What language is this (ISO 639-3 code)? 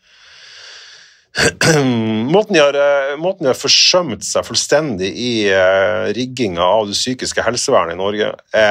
nor